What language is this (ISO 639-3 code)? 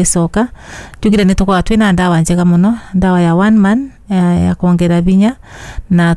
kik